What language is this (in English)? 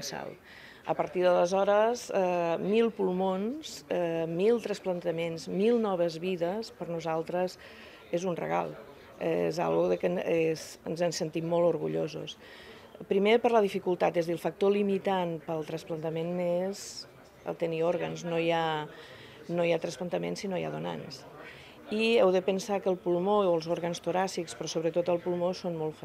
Catalan